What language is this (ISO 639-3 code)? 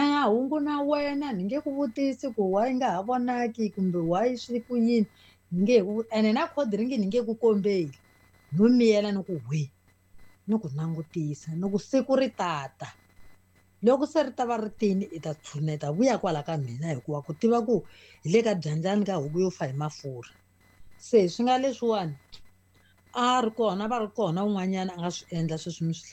tso